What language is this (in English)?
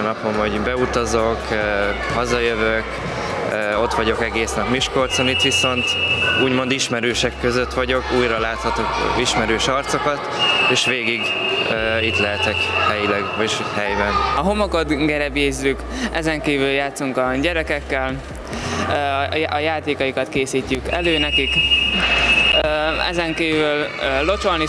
Hungarian